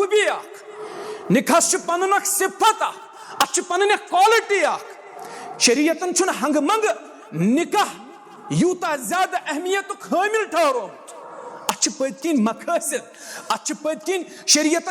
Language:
Kashmiri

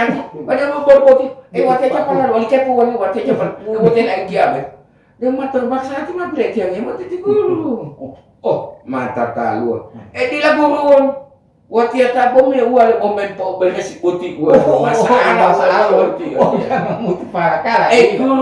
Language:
Gorontalo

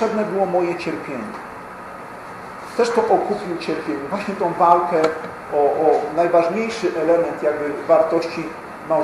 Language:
Polish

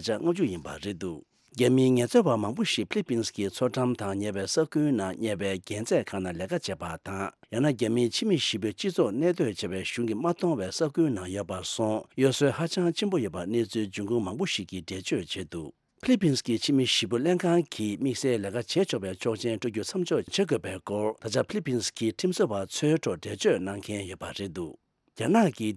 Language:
Tibetan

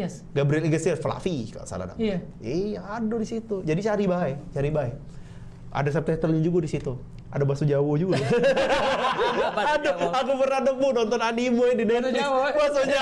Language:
Musi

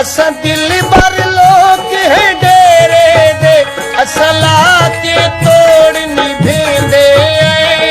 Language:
Saraiki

